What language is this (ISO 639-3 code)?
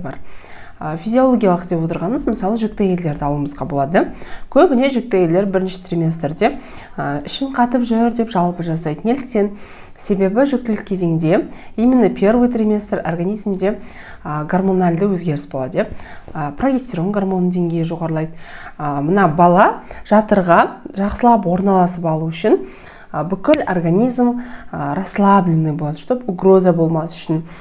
kaz